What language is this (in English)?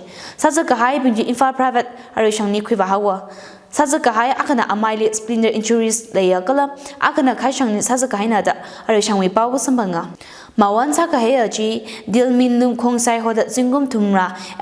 Tangkhul Naga (India)